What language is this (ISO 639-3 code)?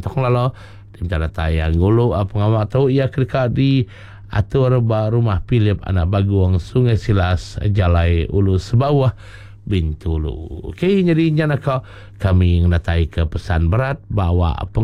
iba